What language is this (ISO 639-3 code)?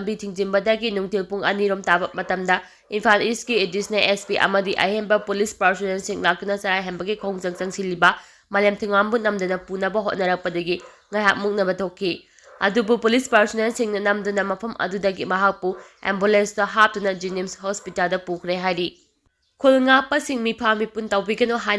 mni